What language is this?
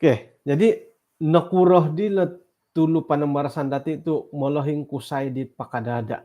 Central Dusun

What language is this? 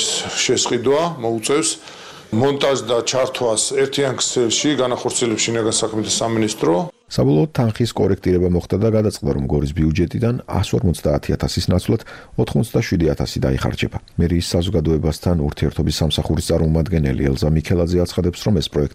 Georgian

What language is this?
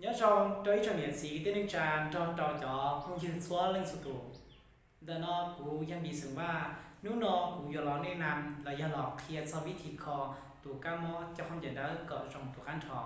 Hmong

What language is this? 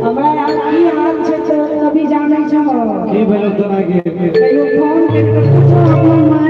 Maithili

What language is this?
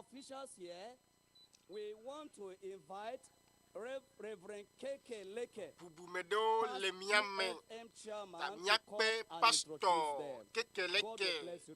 Ewe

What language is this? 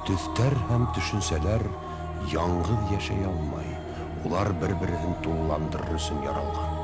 Bashkir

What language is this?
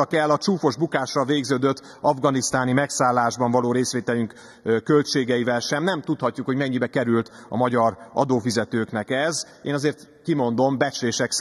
Hungarian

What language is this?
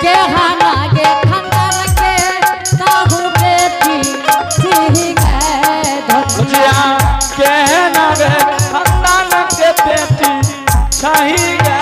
Angika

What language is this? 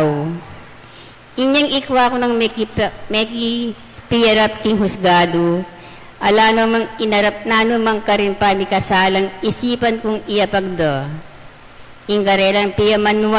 Pampanga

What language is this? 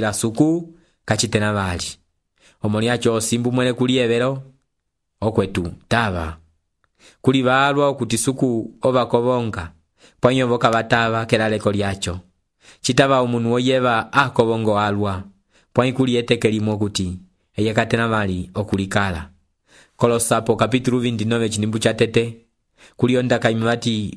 Umbundu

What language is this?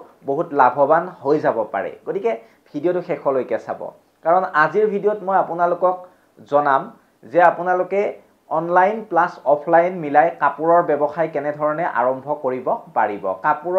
Assamese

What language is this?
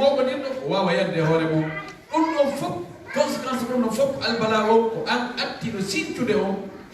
Fula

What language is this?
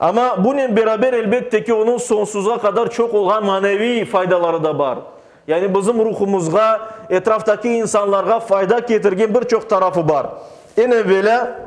Crimean Tatar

